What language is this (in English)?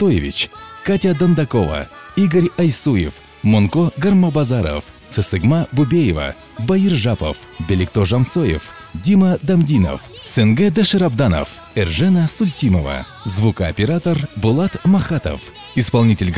Buriat